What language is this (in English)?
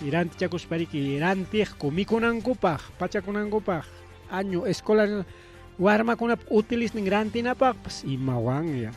Ayacucho Quechua